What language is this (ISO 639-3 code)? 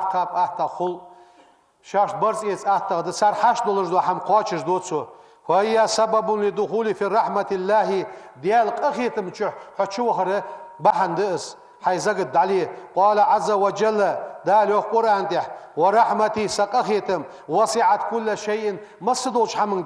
inh